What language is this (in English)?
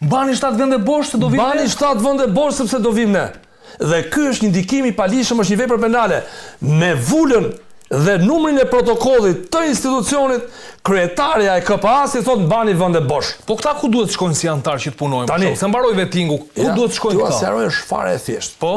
Albanian